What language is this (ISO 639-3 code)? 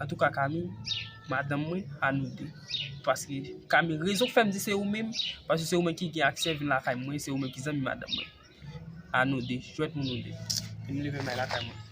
hat